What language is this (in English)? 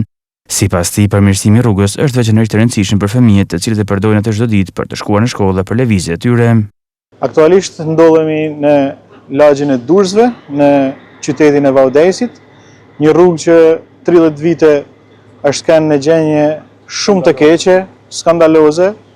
Albanian